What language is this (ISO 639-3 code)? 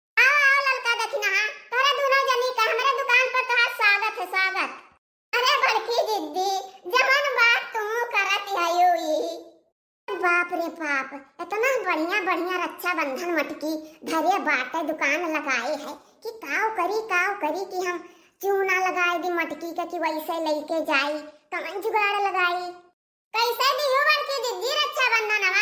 awa